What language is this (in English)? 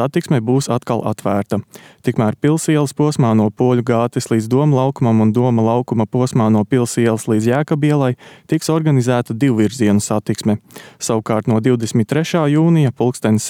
Latvian